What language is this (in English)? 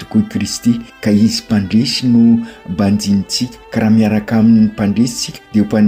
Malagasy